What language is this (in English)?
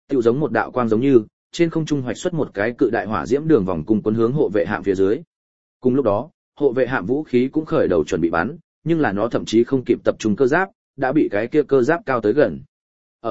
Vietnamese